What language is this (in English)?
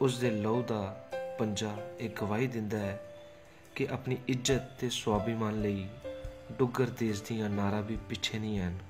Dogri